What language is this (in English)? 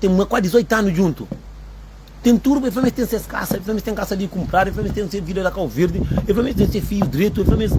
Kabuverdianu